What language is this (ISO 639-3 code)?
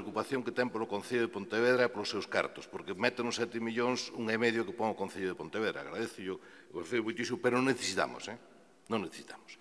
glg